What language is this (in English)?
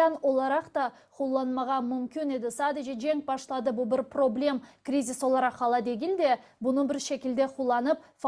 Crimean Tatar